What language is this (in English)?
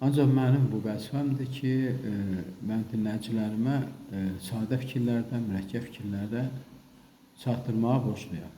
Azerbaijani